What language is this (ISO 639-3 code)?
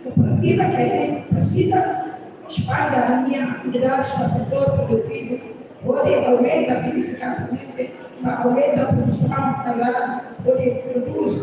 tet